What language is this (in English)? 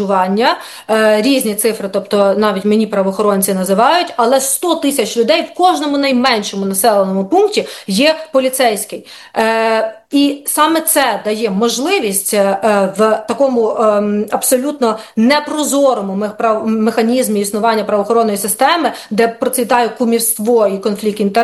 Ukrainian